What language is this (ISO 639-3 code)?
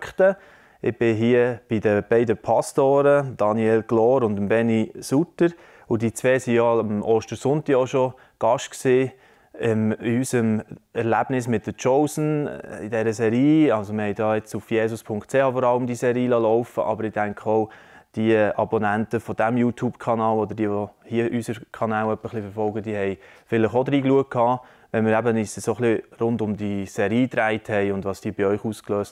gsw